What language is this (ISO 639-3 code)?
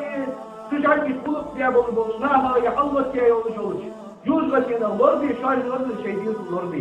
inh